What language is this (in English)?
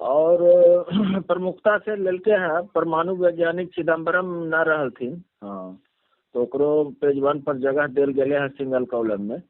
Magahi